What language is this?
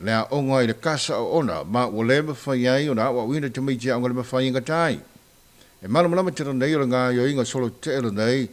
Samoan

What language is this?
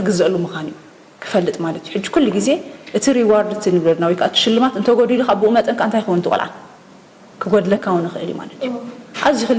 Tigrinya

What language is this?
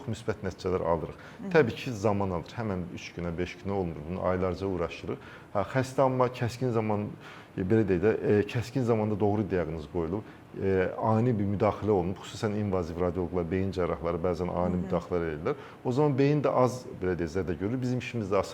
Azerbaijani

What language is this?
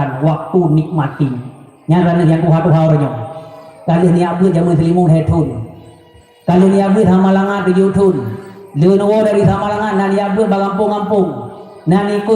Achinese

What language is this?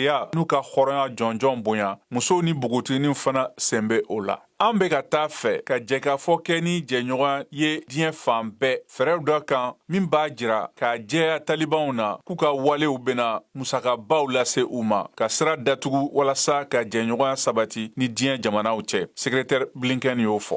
Bambara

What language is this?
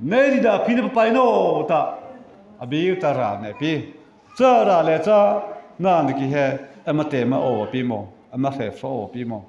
Mara Chin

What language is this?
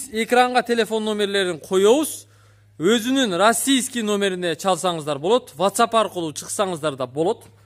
Kyrgyz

